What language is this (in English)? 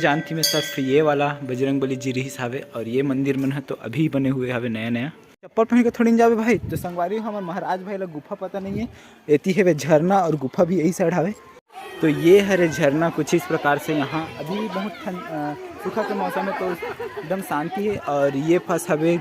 Chhattisgarhi